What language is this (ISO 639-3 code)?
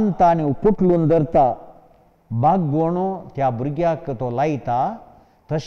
kok